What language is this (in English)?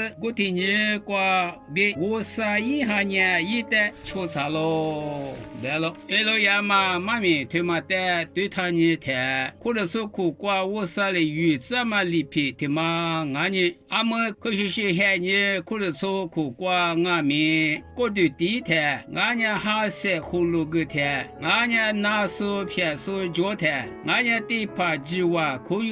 Lisu